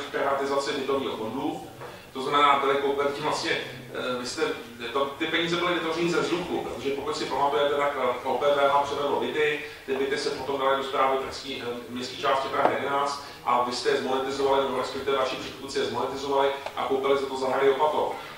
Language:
Czech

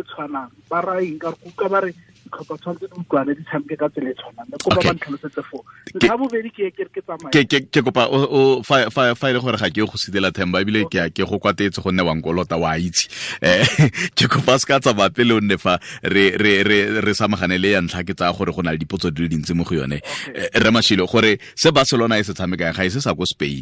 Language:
Tswana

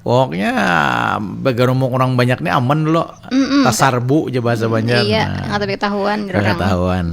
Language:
Banjar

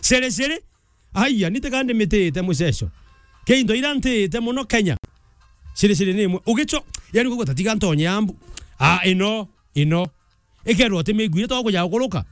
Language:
Meru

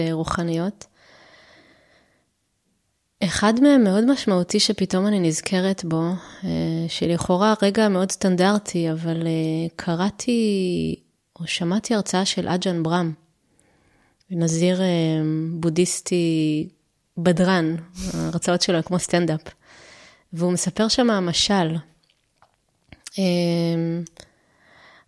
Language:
Hebrew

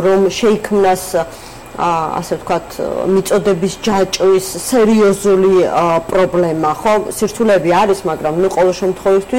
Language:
Georgian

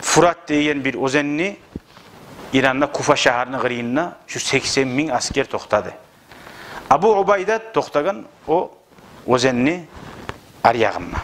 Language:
Kumyk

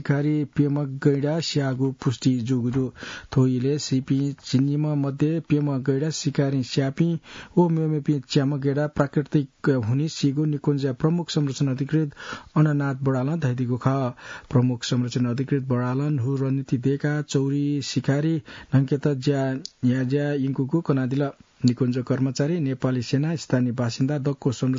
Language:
Newari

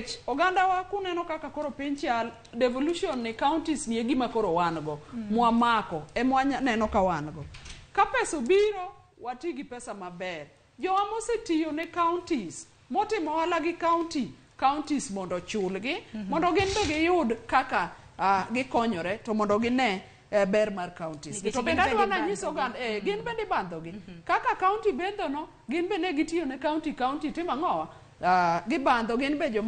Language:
Luo (Kenya and Tanzania)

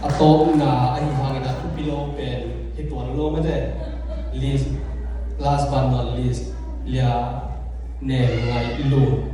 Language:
Tedim Chin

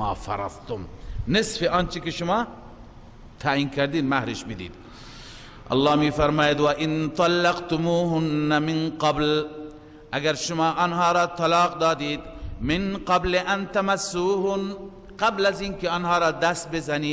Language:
Persian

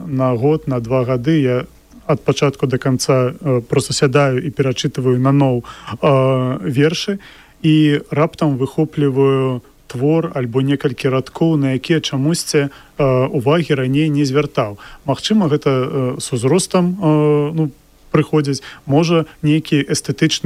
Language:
Belarusian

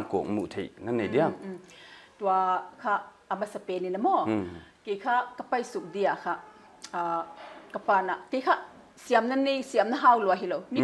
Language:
Paite Chin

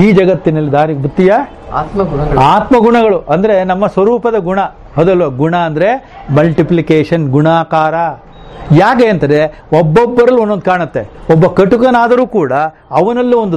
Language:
Kannada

